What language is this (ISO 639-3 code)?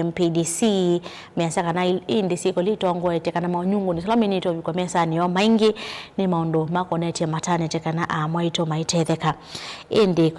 kam